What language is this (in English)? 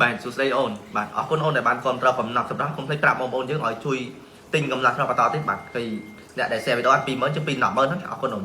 Khmer